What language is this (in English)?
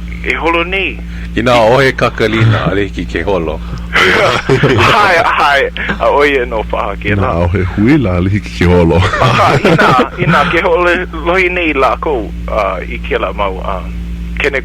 Hawaiian